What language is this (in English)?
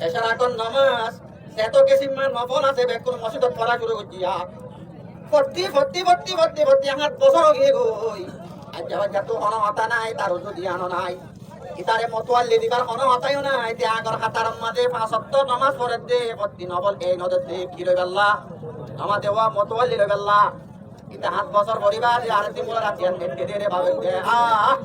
Rohingya